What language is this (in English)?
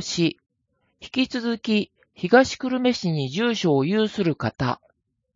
Japanese